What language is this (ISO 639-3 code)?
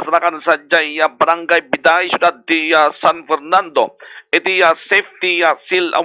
ilo